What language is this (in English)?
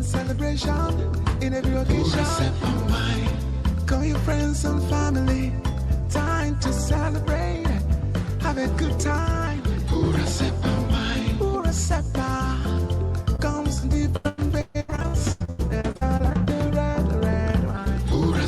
Nigerian Pidgin